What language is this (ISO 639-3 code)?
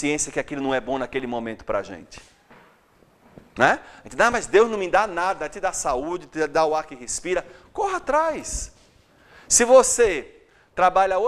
por